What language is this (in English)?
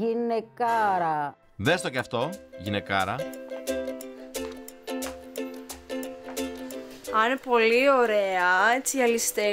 Greek